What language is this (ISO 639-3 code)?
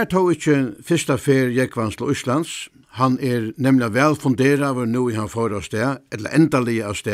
fao